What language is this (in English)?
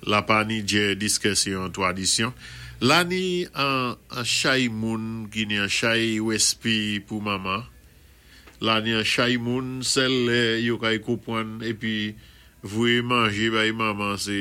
Saint Lucian Creole French